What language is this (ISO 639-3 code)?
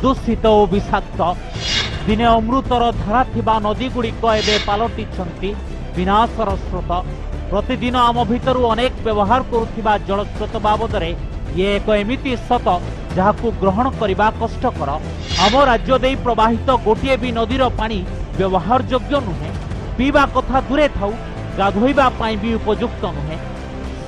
ori